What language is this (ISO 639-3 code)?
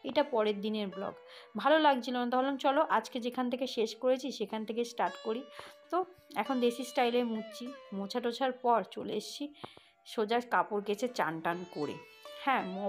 ben